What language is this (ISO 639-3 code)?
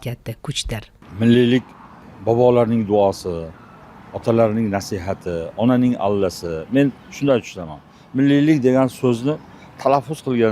uzb